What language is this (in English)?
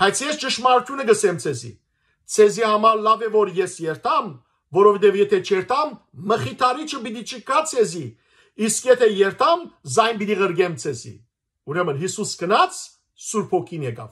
Western Armenian